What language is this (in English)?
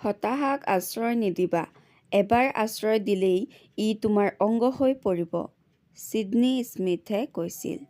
Assamese